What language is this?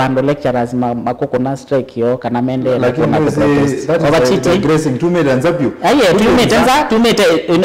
Kamba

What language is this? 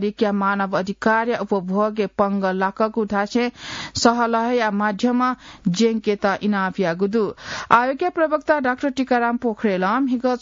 Newari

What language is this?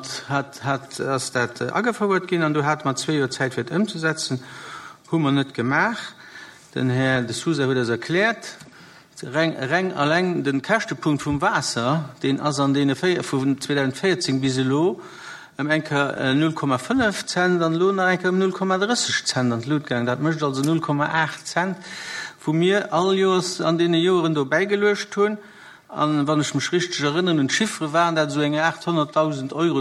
Luxembourgish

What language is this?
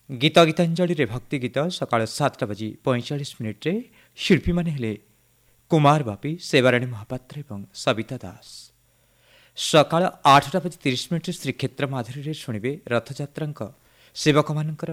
Odia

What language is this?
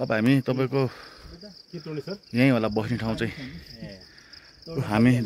Nepali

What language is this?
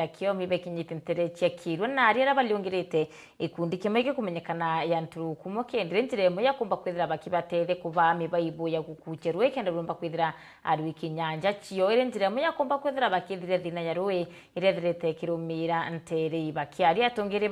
Meru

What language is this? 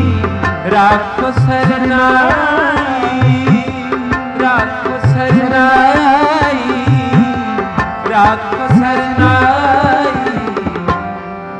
Hindi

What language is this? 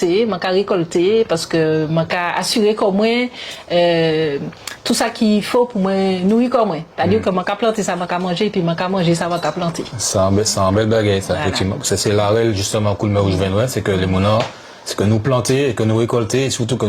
Guadeloupean Creole French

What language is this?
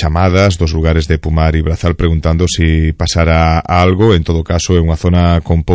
Galician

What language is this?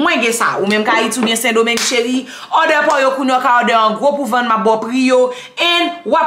Haitian Creole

